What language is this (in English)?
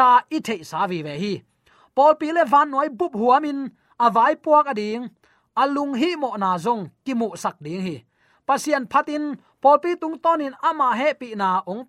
Tedim Chin